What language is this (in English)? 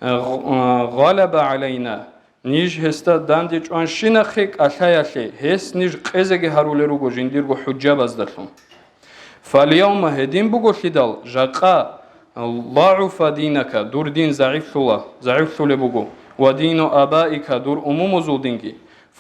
Avaric